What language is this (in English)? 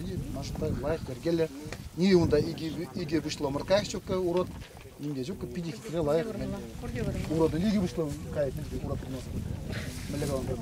Chuvash